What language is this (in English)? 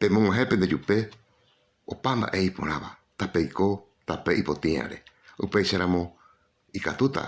Guarani